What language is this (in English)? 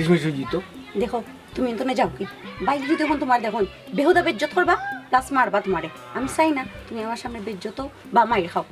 Sylheti